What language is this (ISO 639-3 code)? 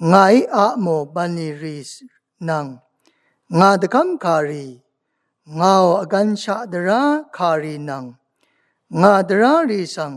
raw